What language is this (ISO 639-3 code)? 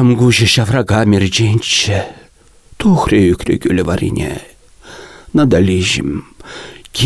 chv